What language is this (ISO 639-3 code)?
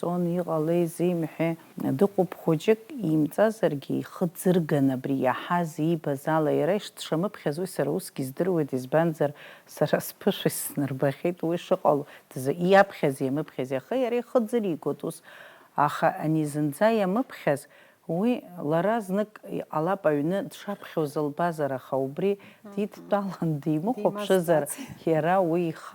abk